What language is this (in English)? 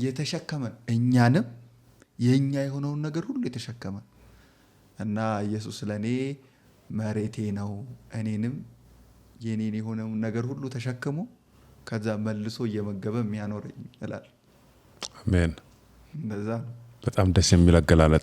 Amharic